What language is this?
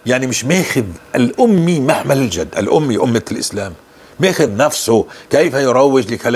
North Levantine Arabic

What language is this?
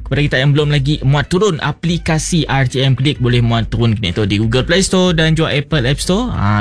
Malay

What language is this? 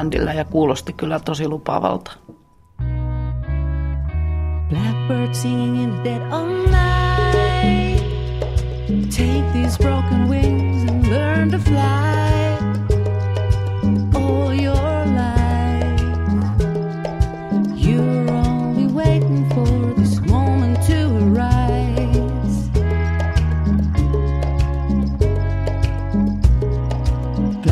Finnish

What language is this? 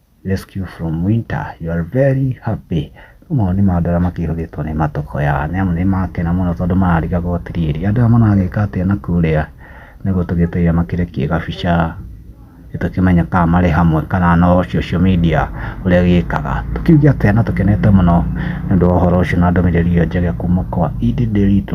Kikuyu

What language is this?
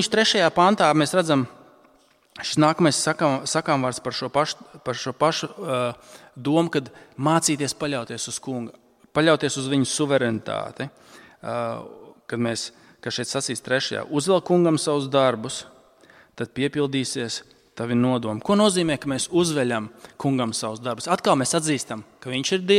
Latvian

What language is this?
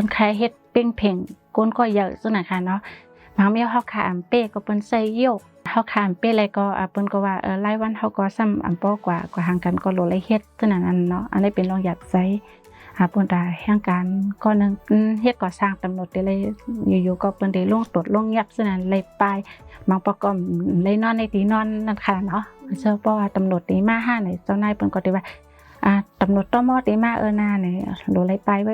Shan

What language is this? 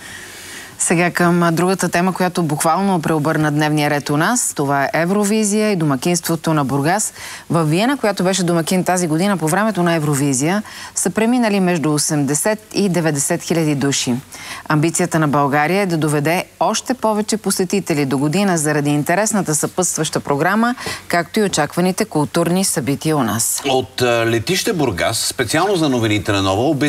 Bulgarian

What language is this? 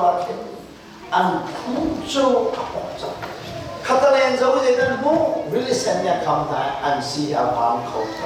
Hakha Chin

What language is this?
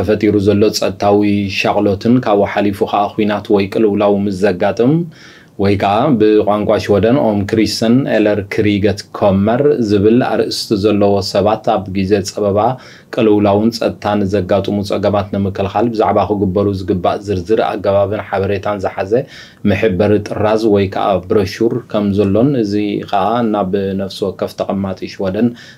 Tigrinya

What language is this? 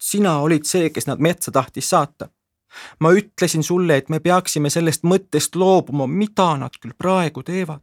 Estonian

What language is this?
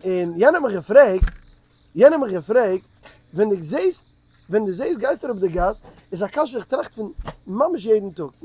Yiddish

